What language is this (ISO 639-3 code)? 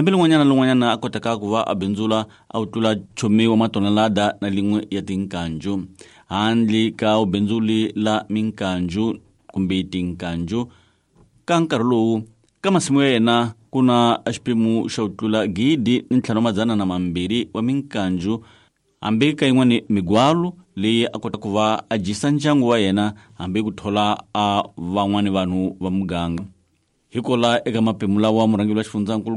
tso